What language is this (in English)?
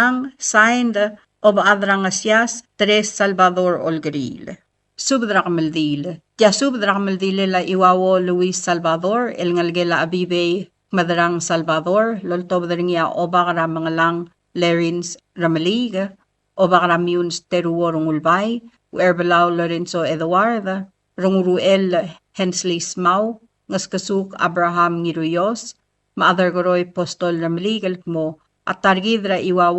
Palauan